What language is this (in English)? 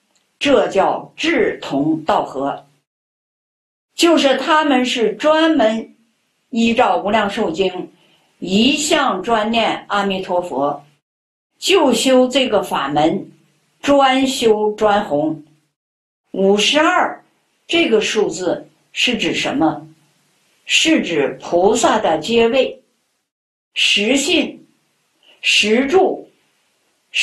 Chinese